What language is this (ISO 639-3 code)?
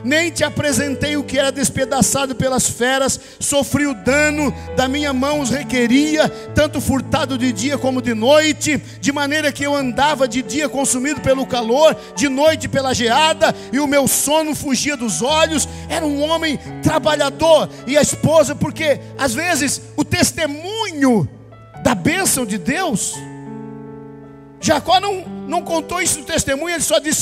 por